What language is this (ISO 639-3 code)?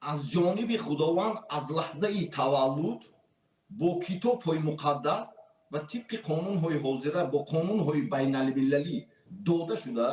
tgk